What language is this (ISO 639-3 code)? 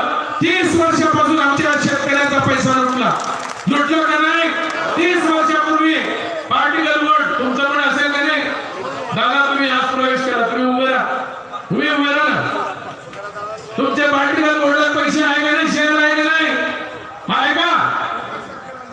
mar